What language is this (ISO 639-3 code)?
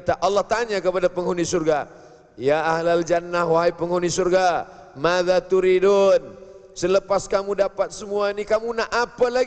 msa